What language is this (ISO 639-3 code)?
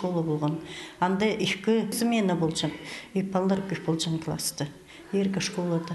kjh